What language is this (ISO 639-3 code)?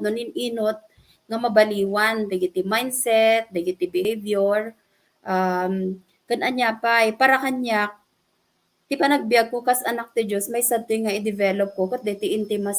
ilo